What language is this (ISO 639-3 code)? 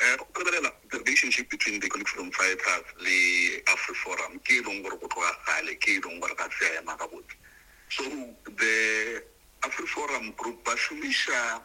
nso